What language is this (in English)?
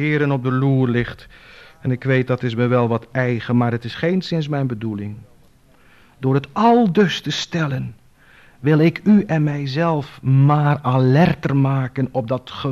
Dutch